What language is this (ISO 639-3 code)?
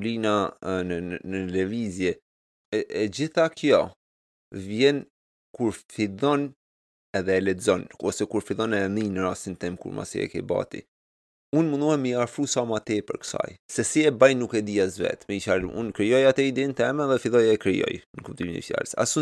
sqi